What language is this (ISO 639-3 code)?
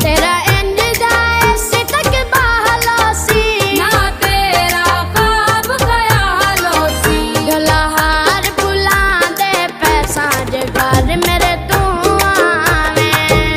phr